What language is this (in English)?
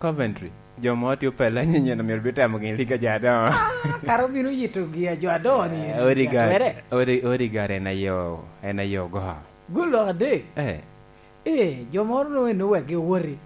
Lango (Uganda)